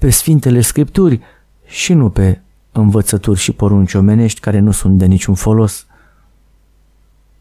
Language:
Romanian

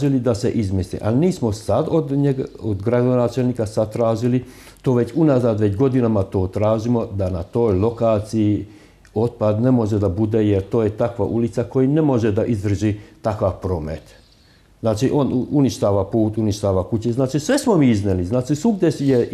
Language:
Serbian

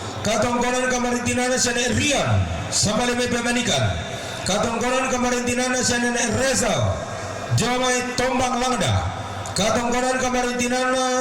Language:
Toraja-Sa'dan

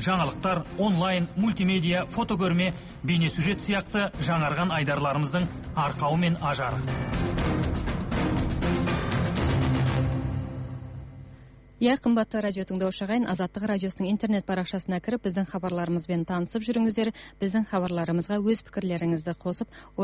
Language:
Kazakh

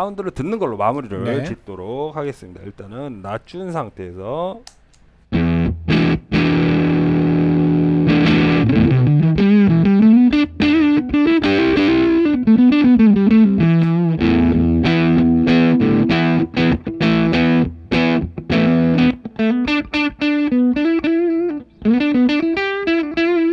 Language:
Korean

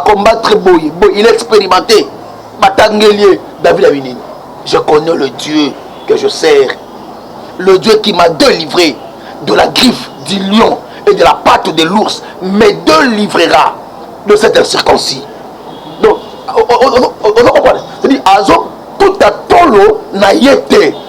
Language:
Lingala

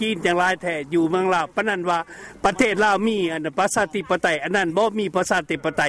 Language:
Lao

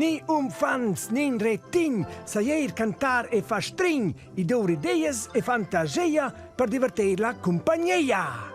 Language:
Romansh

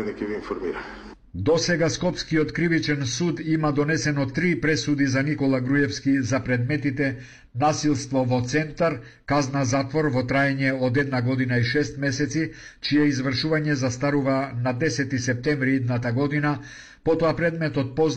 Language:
Macedonian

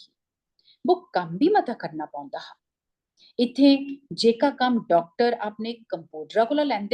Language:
Dogri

